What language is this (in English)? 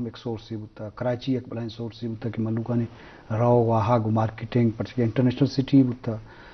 Eastern Balochi